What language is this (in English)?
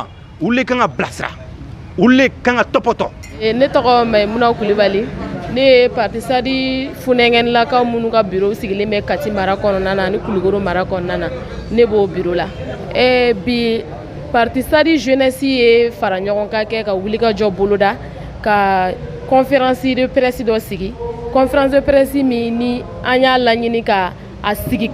Bambara